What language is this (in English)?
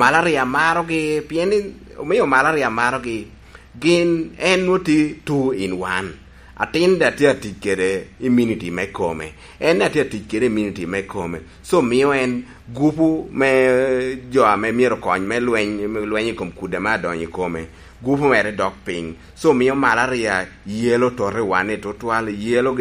Lango (Uganda)